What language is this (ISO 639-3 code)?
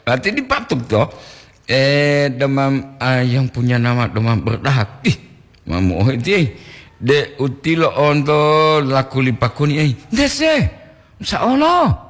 gor